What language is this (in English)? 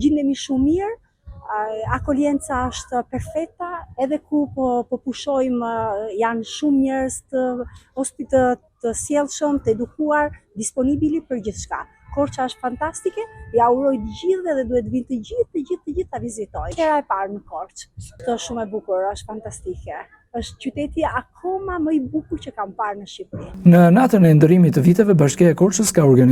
Albanian